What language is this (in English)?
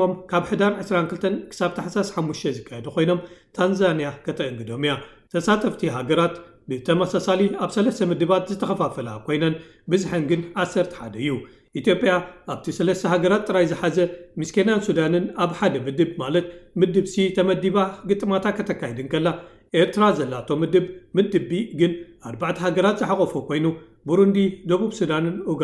Tigrinya